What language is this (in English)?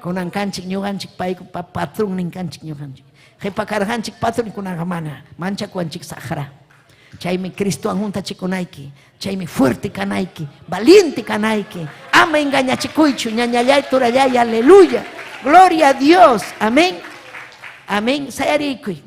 Ayacucho Quechua